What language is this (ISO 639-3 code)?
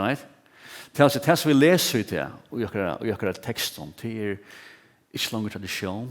fao